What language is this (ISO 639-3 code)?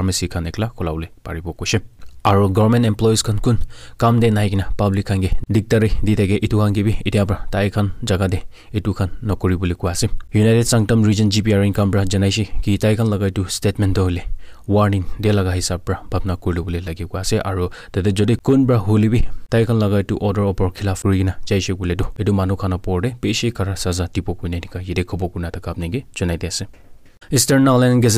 nag